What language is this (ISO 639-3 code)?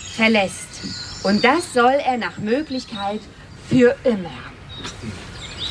deu